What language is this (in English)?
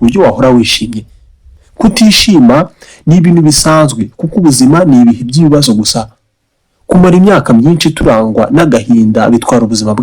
Kinyarwanda